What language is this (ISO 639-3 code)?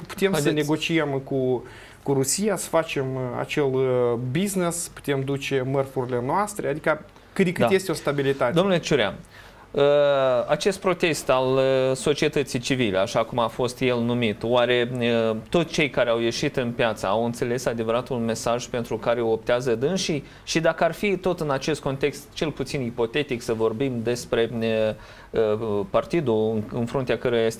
ron